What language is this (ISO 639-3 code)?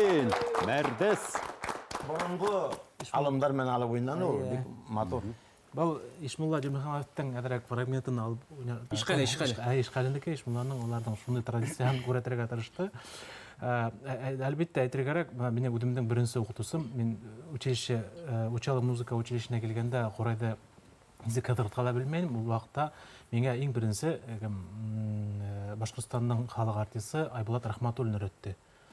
bak